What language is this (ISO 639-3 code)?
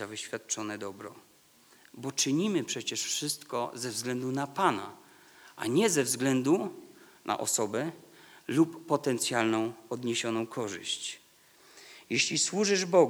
pol